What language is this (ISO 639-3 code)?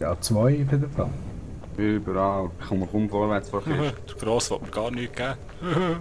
gsw